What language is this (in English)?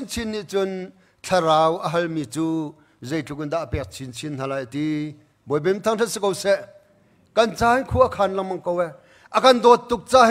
Hakha Chin